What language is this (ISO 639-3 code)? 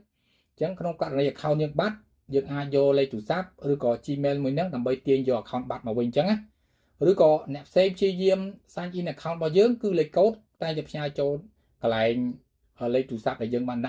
khm